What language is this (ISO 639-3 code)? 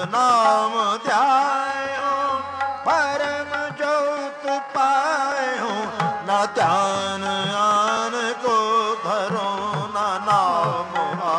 pan